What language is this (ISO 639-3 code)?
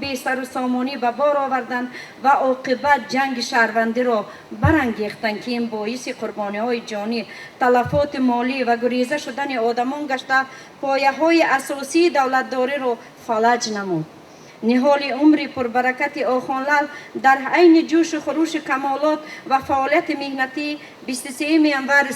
tgk